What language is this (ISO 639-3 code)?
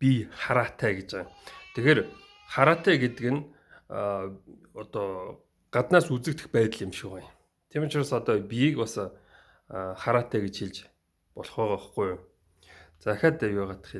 mon